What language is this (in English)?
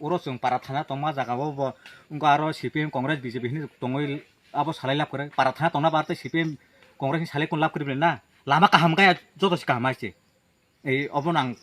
Kok Borok